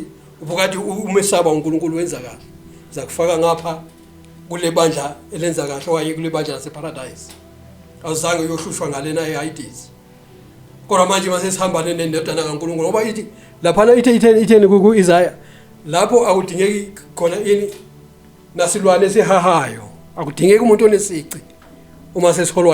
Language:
Zulu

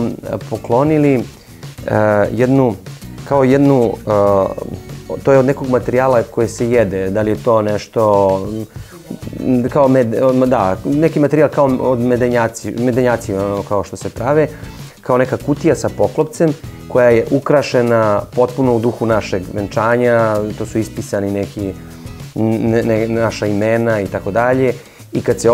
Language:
Serbian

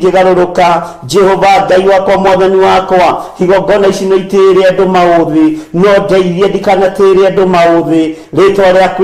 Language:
Kikuyu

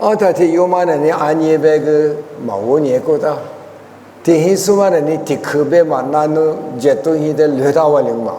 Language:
Lisu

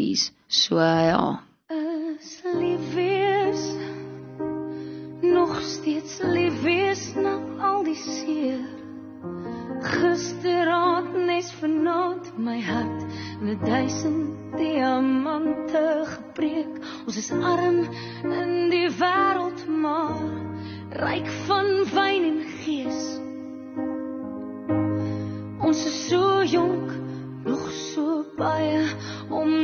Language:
Afrikaans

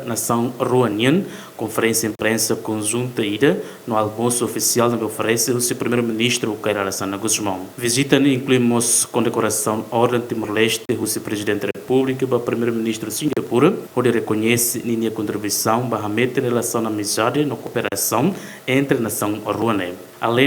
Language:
Tetum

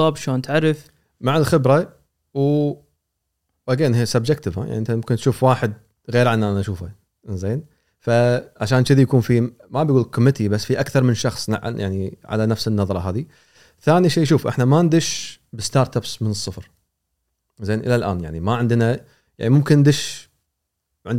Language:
Gulf Arabic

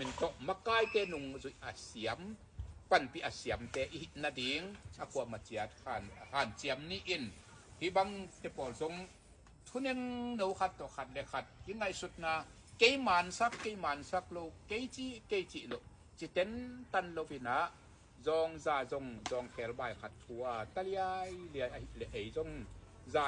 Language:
Tedim Chin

